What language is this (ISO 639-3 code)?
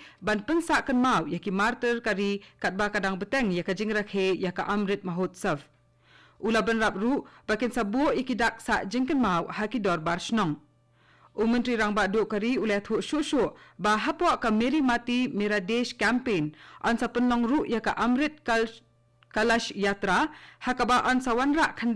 kha